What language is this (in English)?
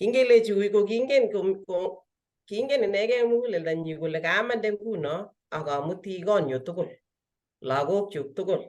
Kalenjin